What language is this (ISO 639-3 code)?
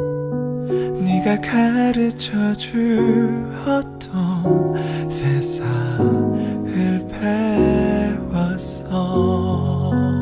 kor